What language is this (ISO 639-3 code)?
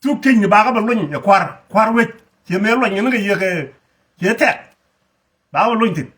nus